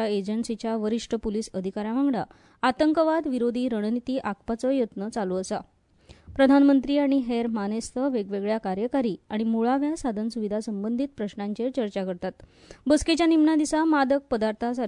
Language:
Konkani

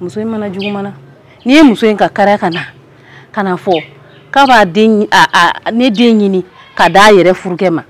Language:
Bambara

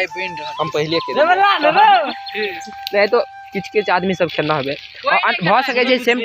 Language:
Maithili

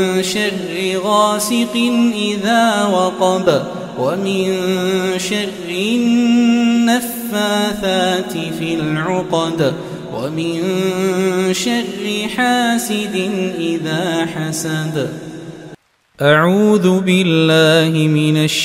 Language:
Arabic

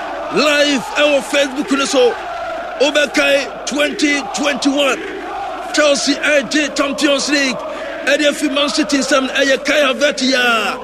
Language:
Akan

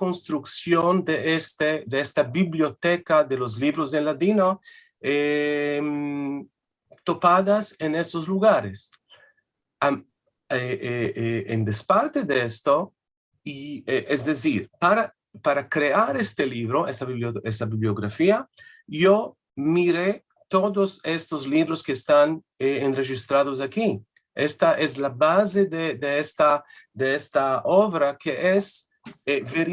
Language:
Ladino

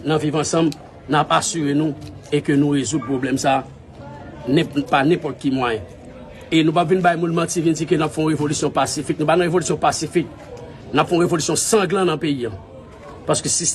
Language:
Haitian Creole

